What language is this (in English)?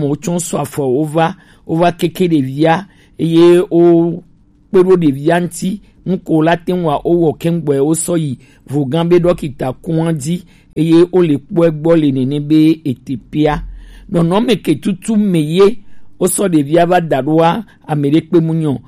Gen